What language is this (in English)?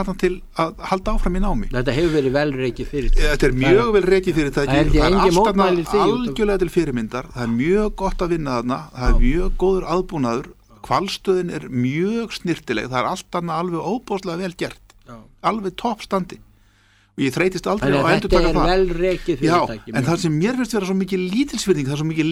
Icelandic